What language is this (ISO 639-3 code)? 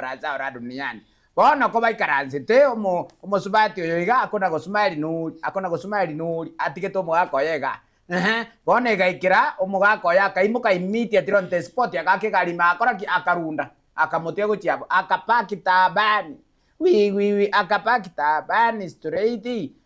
guz